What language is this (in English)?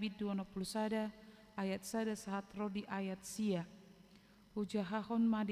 Batak Toba